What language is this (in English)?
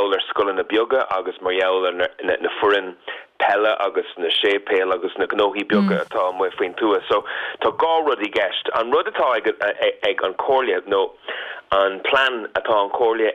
Irish